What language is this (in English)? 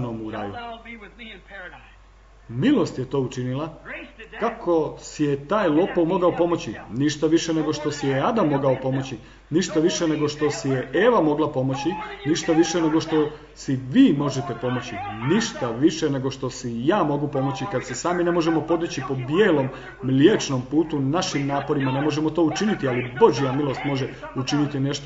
Croatian